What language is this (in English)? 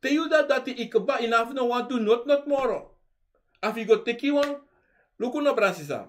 Sranan Tongo